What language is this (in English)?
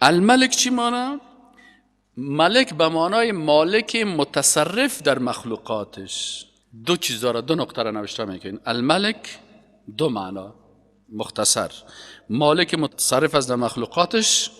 Persian